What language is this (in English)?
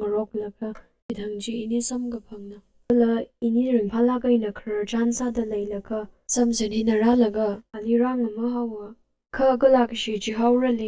Tangkhul Naga (India)